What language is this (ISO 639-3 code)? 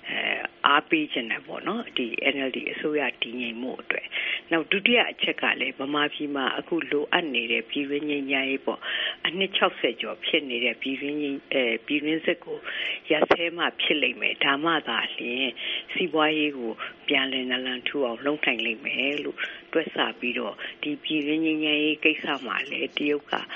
mya